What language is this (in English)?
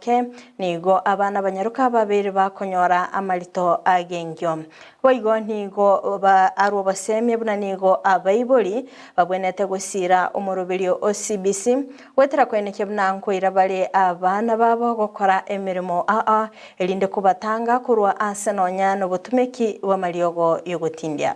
Gusii